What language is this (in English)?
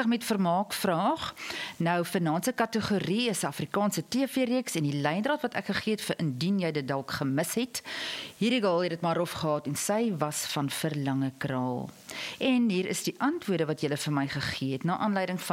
Afrikaans